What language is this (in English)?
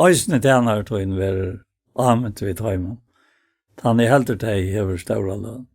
Faroese